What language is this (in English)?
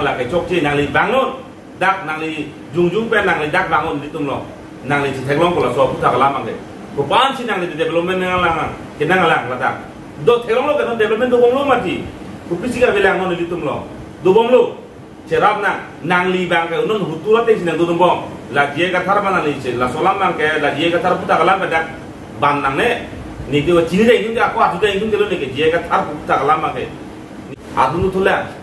Karbi